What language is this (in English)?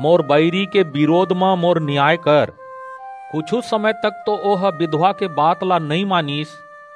Chhattisgarhi